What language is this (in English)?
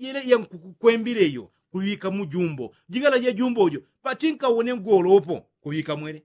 Yao